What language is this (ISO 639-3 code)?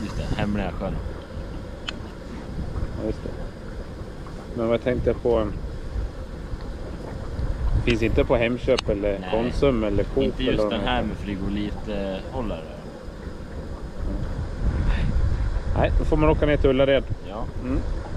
swe